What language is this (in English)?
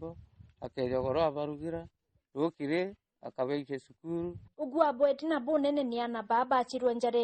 Meru